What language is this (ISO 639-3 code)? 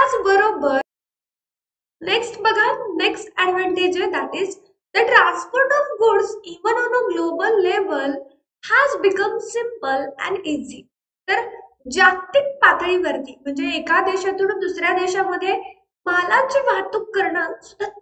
mar